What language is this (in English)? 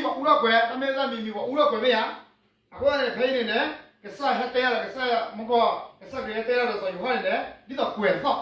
S'gaw Karen